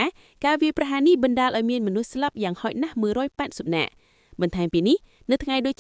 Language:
Khmer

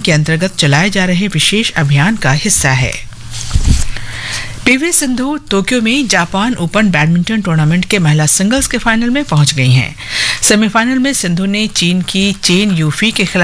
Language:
Hindi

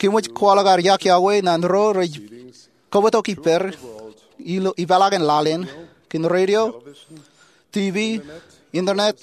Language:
Marshallese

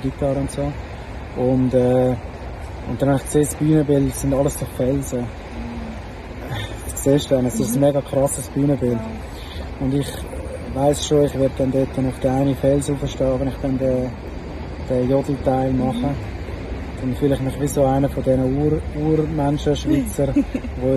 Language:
German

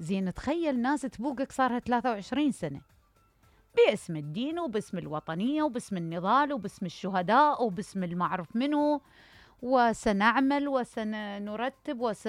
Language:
Mesopotamian Arabic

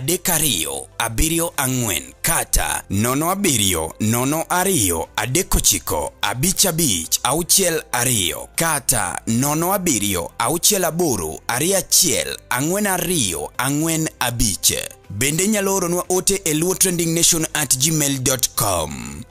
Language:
Luo (Kenya and Tanzania)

